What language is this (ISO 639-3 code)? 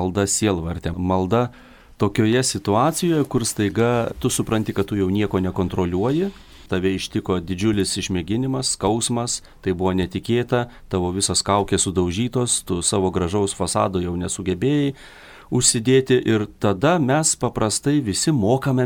lit